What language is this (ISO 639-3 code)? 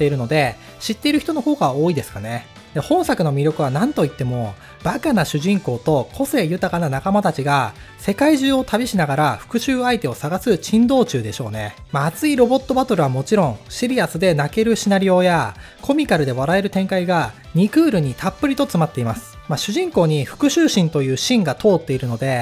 jpn